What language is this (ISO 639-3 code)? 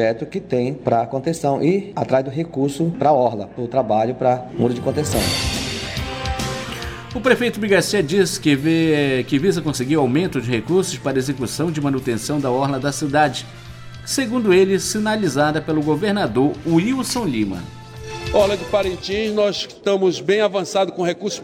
por